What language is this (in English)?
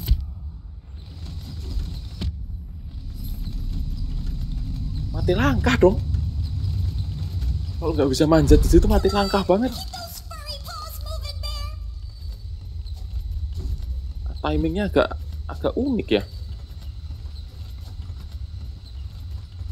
Indonesian